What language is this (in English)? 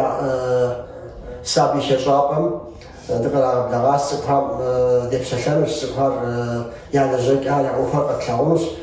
Kabardian